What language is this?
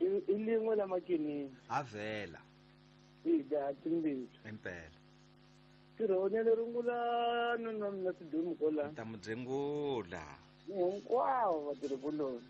Tsonga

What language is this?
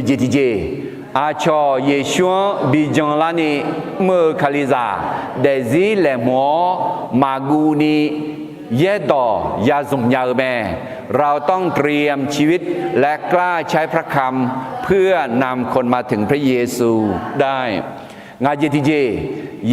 Akha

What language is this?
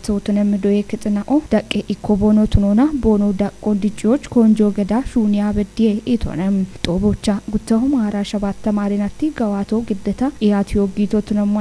Kafa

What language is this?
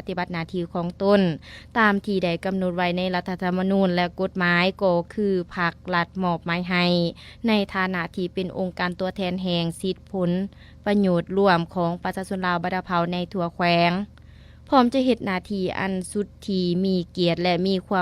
Lao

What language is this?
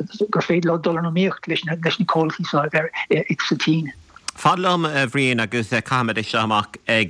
Irish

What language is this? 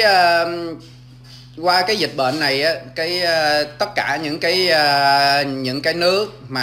Vietnamese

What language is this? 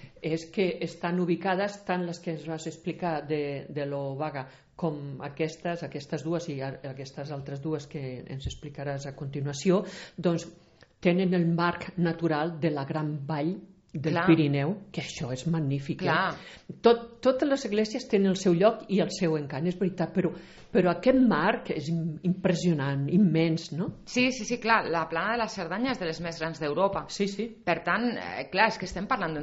Catalan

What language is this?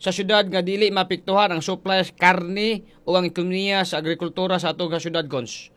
Cebuano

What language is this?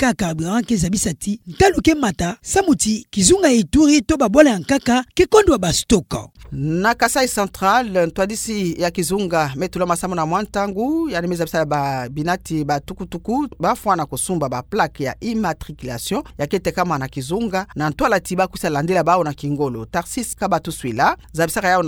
Kituba (Democratic Republic of Congo)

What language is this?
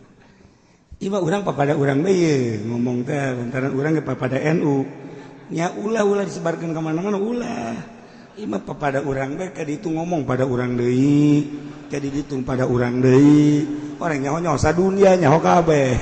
Sundanese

